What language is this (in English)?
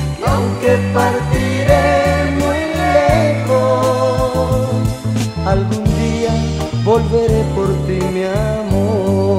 Spanish